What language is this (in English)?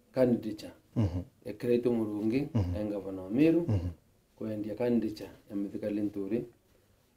Meru